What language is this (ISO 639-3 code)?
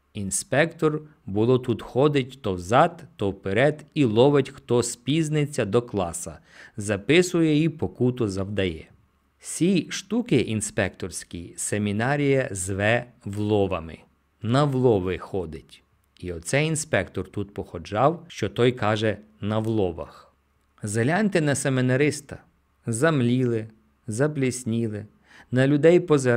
ukr